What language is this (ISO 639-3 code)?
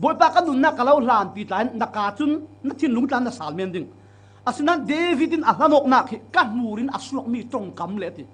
cfm